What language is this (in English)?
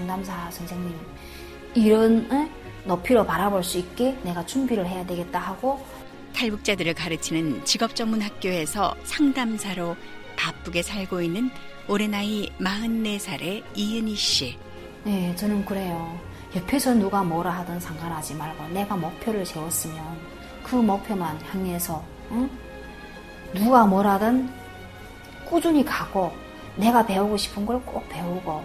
Korean